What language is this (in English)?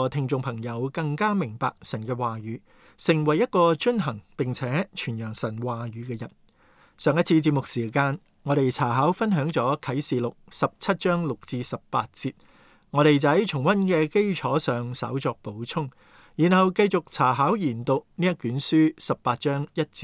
Cantonese